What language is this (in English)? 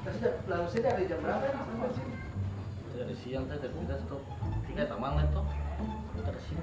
Ambonese Malay